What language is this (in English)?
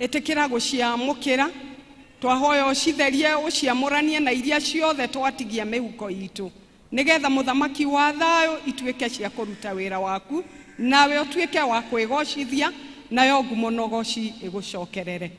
Kikuyu